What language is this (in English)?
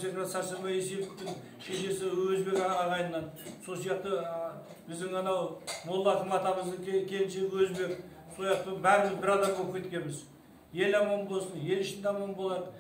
Kazakh